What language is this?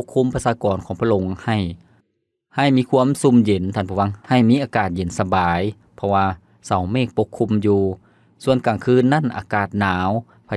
Lao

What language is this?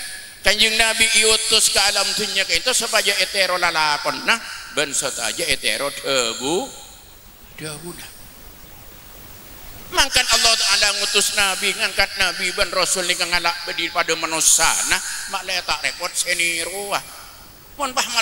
Madurese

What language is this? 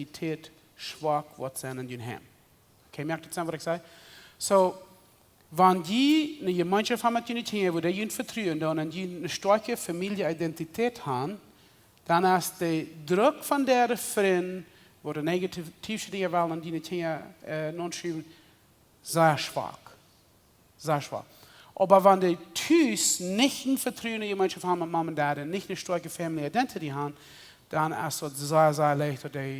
Plautdietsch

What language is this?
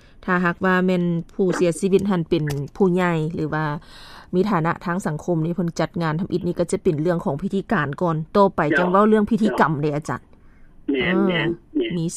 Lao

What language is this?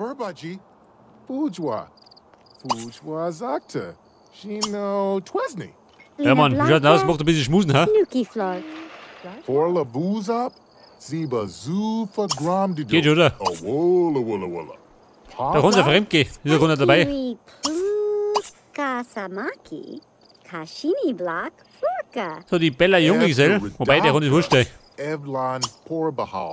Bavarian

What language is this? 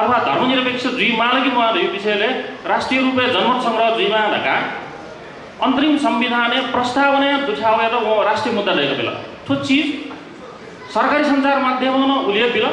Newari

